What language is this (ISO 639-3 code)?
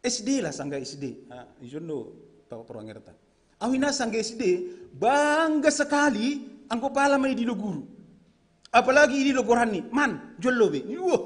bts